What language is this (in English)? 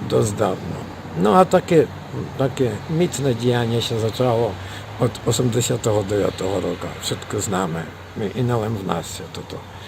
Rusyn